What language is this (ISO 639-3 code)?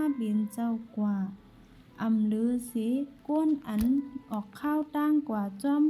shn